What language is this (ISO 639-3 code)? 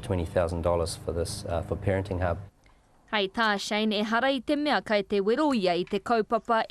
mri